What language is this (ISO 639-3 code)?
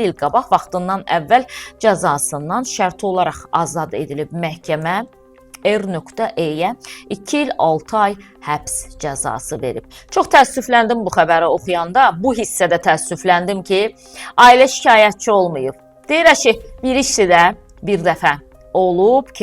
aze